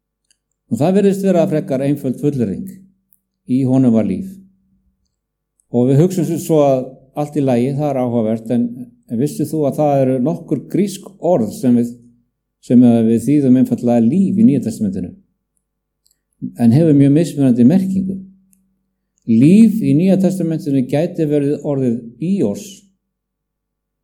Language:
Icelandic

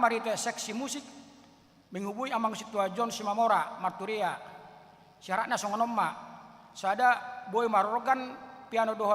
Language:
Batak Toba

